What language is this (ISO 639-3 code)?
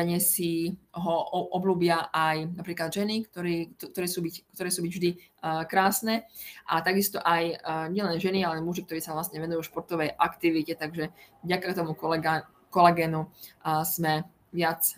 slk